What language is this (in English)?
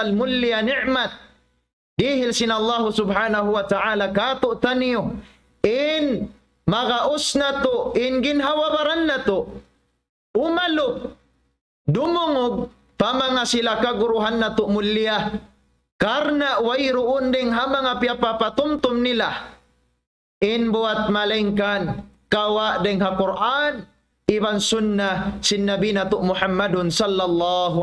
Tausug